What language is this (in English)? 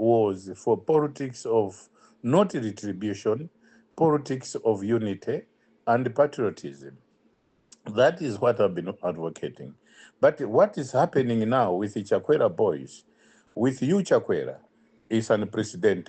English